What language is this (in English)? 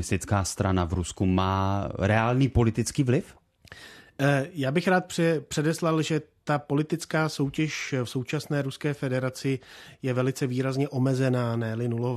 Czech